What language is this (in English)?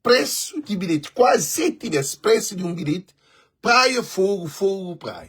Kabuverdianu